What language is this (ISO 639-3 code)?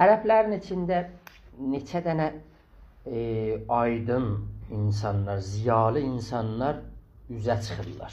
azb